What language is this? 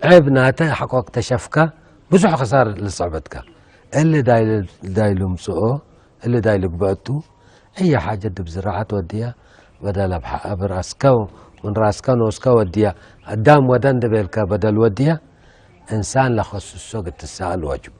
Tigre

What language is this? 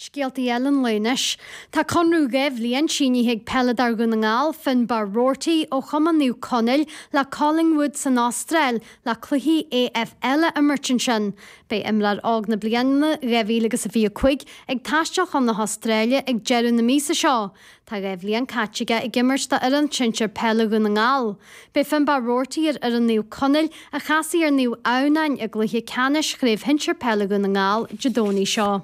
Irish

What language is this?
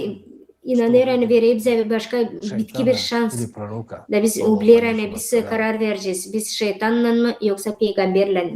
Gagauz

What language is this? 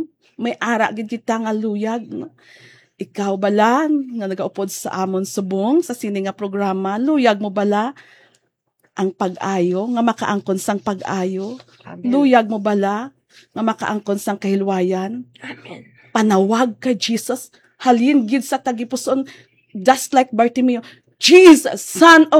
Hiligaynon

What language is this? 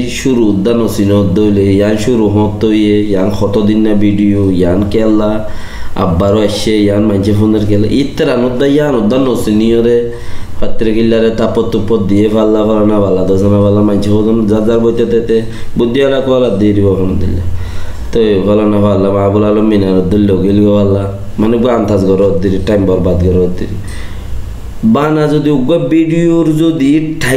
Rohingya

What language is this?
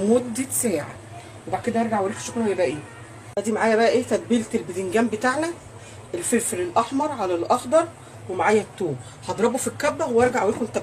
Egyptian Arabic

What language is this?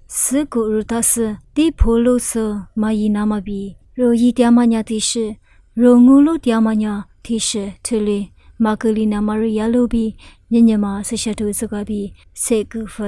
Lisu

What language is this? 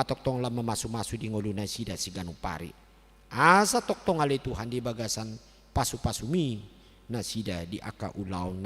Batak Toba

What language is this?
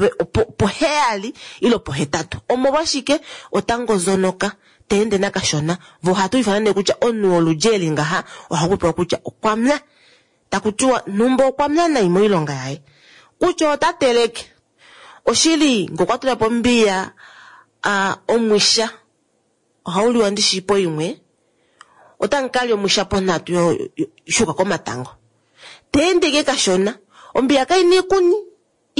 Kuanyama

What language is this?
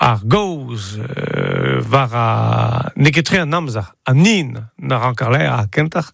Breton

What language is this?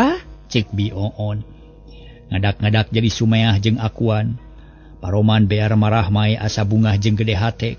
Sundanese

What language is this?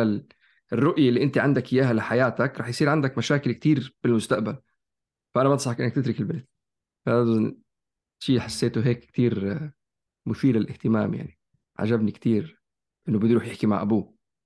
North Levantine Arabic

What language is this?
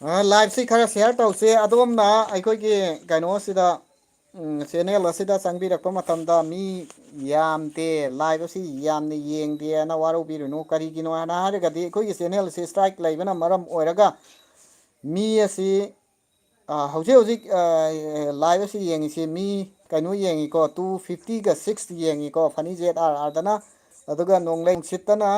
Manipuri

